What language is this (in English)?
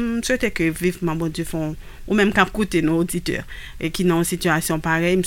Haitian Creole